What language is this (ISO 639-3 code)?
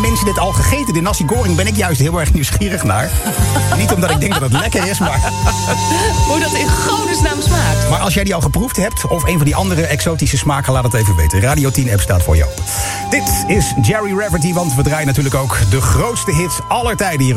nld